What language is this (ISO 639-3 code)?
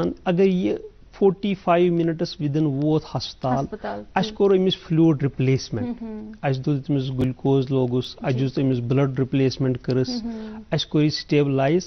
kas